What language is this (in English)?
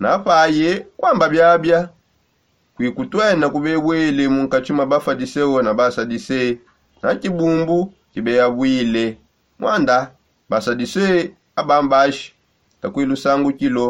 Songe